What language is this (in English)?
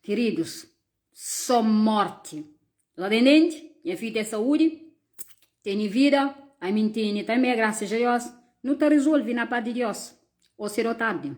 Kabuverdianu